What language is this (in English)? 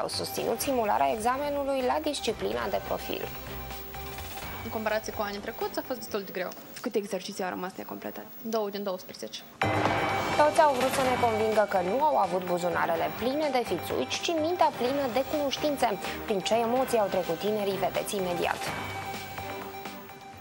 Romanian